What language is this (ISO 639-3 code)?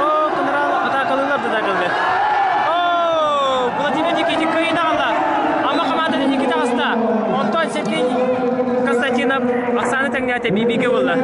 sah